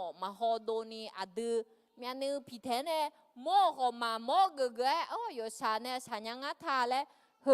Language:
Akha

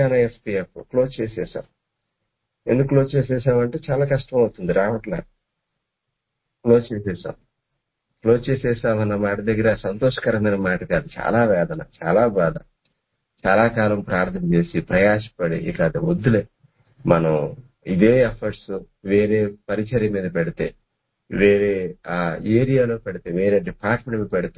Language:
Telugu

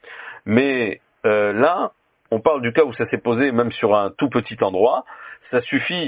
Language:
French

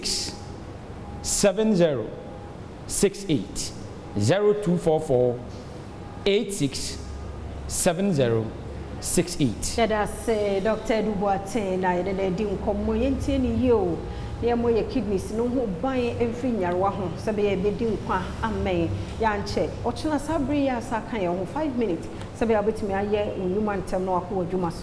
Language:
Akan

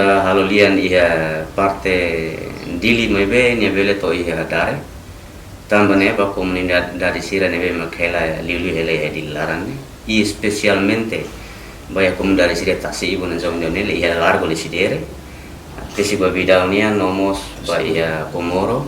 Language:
Tetum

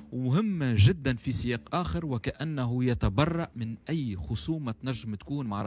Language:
Tunisian Arabic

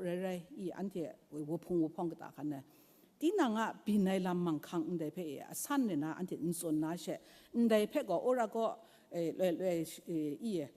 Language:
Kachin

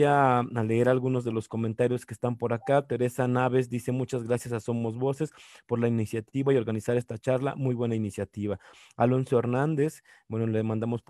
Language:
Spanish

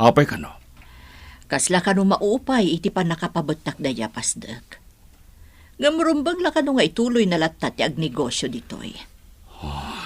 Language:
Iloko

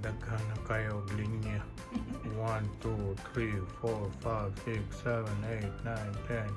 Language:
Cebuano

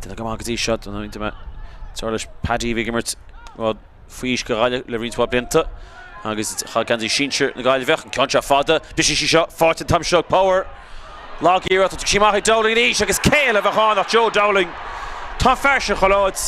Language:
Irish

